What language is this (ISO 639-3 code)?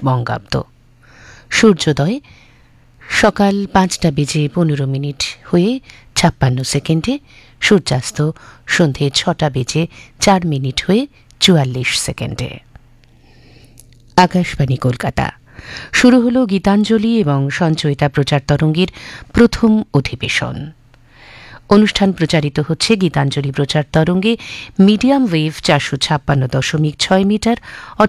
ben